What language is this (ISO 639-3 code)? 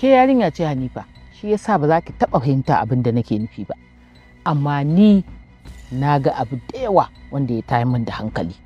hau